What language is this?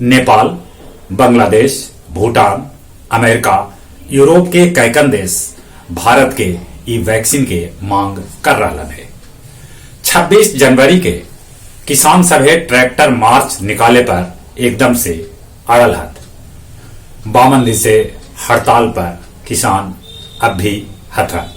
Magahi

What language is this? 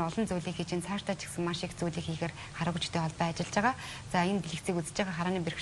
Mongolian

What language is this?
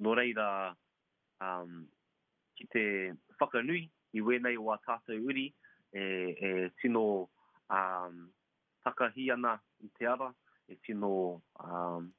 Māori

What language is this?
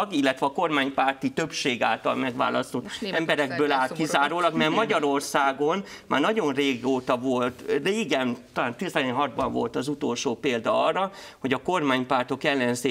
Hungarian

